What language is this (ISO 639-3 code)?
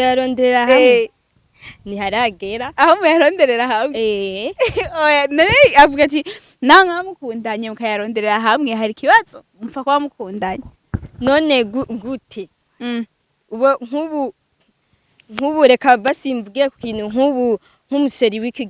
run